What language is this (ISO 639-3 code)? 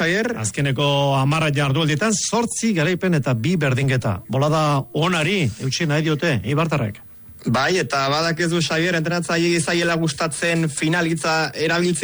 eus